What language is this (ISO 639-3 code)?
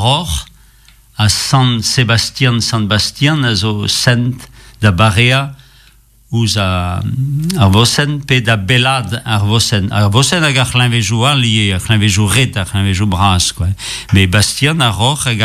bre